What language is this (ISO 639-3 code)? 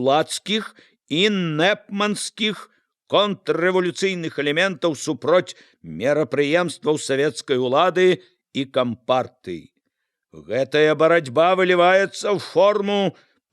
bel